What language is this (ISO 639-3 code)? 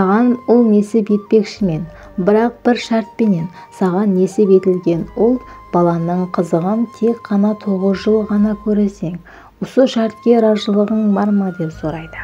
kaa